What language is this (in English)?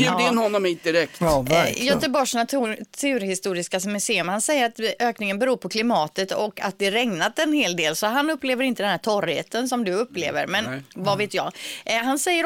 Swedish